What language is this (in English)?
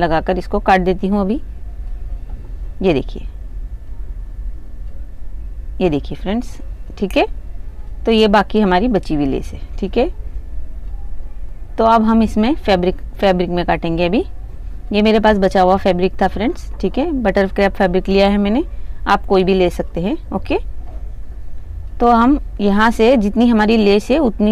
Hindi